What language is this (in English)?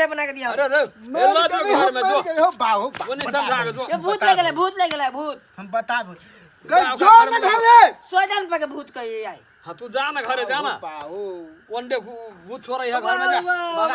Maithili